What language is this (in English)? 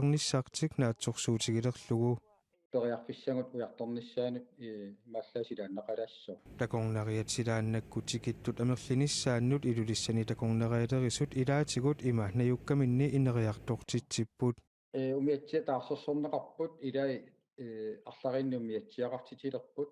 Kalaallisut